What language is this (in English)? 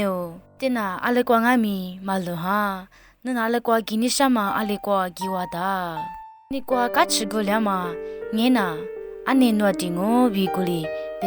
Lisu